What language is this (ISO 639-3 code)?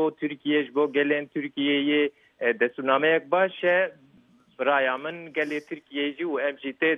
kur